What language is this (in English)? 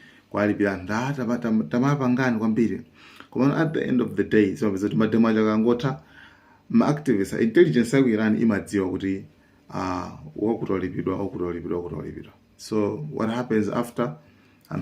Nyanja